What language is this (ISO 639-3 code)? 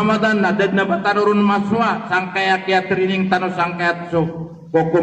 mrw